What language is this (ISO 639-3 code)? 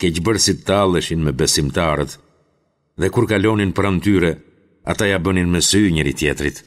sqi